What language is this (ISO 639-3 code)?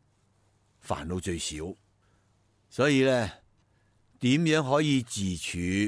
yue